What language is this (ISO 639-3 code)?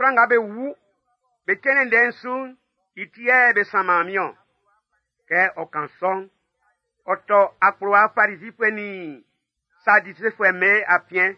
bci